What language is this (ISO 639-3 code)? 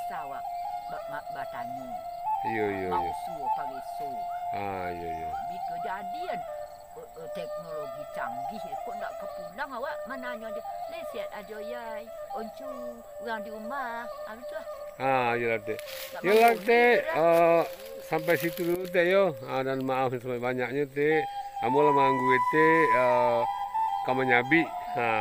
min